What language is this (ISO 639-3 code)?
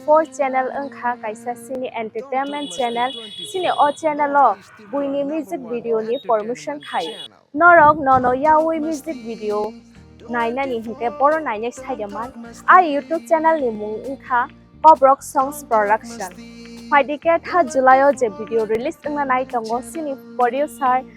trp